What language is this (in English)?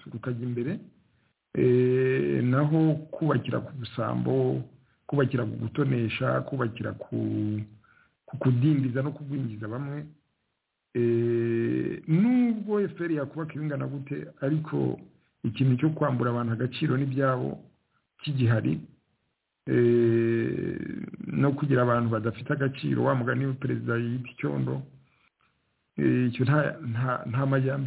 Kinyarwanda